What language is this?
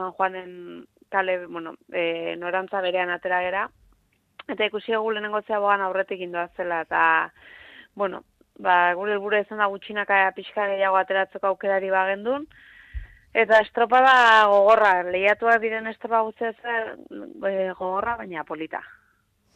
Basque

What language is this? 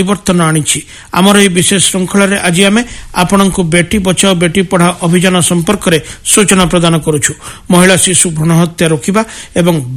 Odia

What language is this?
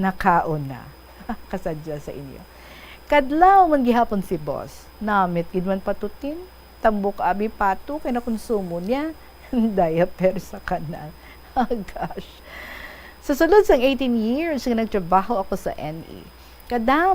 Hiligaynon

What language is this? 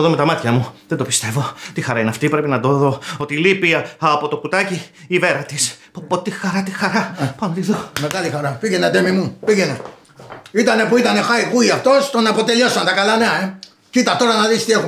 Greek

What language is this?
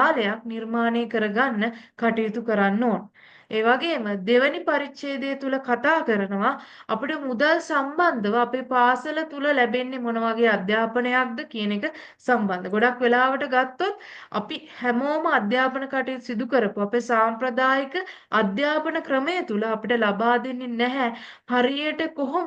Sinhala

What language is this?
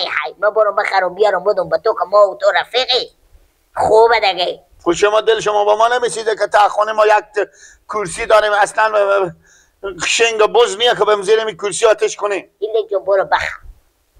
Persian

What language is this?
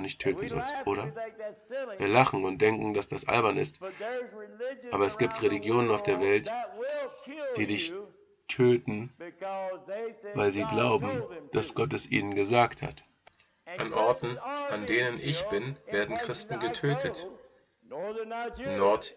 German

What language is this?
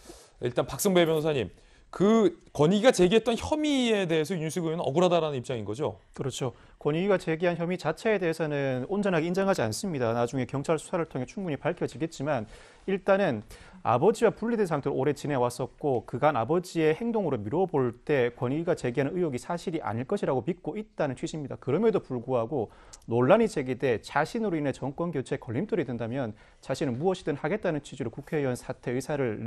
Korean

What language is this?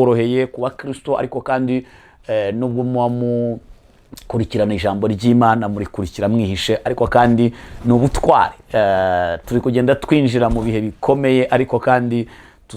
Kinyarwanda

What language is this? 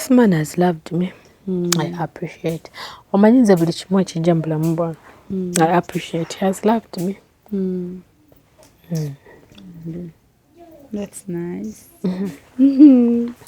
Ganda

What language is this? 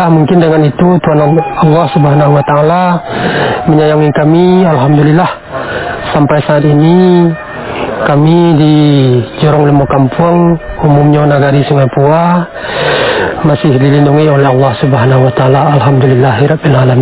Indonesian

